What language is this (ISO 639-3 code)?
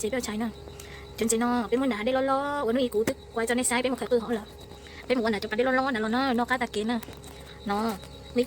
hmn